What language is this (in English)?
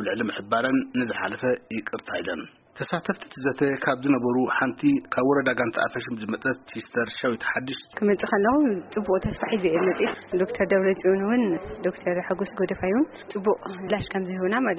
Tigrinya